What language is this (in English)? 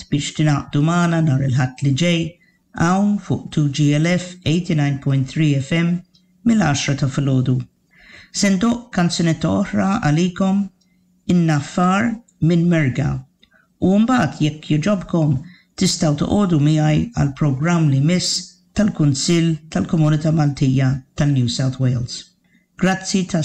Maltese